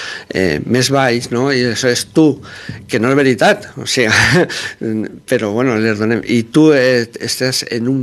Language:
Catalan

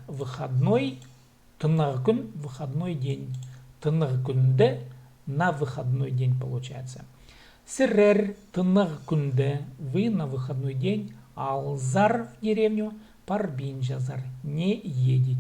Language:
Khakas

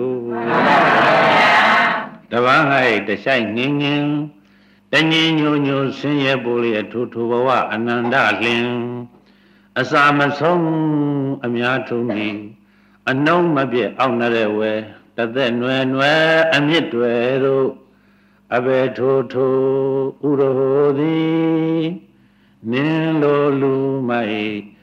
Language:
Burmese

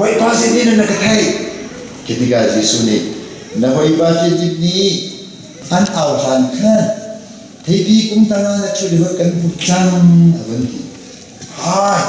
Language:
Hakha Chin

